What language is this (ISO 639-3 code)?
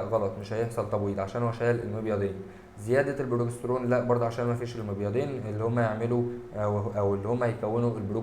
arz